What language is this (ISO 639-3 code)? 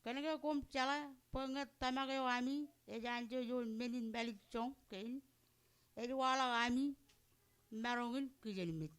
mah